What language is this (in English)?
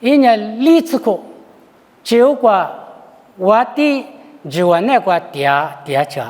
Lisu